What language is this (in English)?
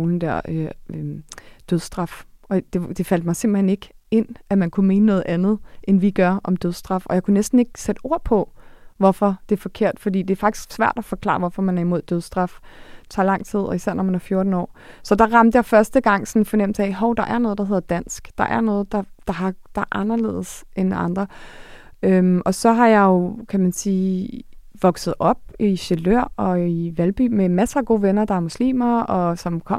Danish